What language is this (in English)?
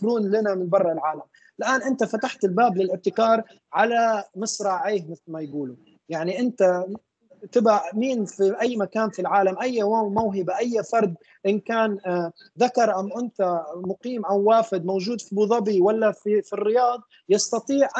Arabic